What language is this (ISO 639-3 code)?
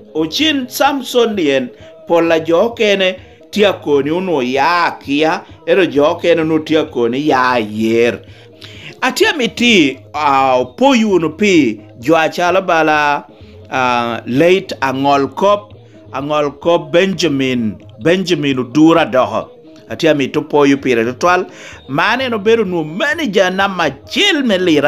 laj